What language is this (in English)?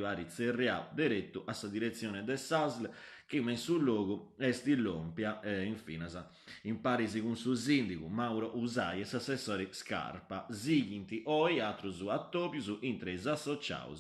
Sardinian